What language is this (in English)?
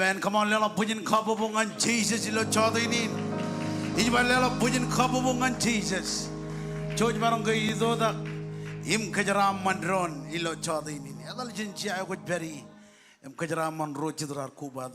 Marshallese